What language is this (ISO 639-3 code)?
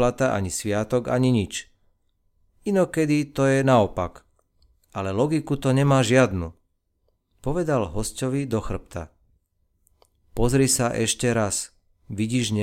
slk